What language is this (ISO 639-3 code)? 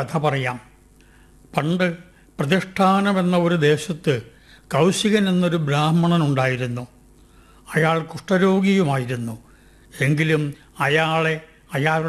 mal